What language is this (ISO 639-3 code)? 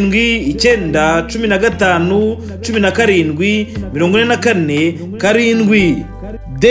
kin